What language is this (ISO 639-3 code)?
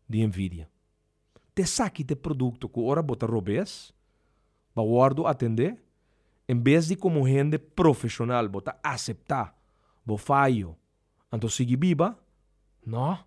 pap